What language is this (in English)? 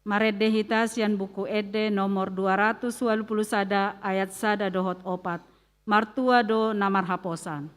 Batak Toba